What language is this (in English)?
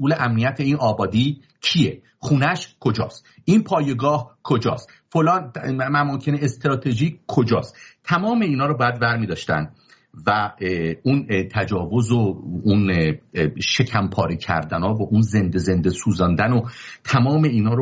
Persian